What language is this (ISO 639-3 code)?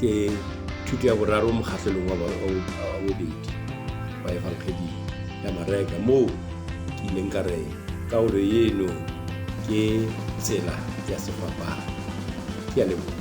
sot